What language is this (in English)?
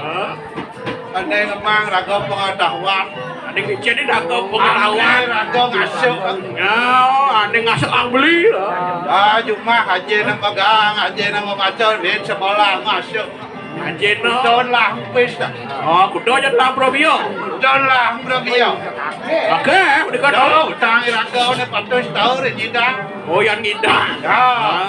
Balinese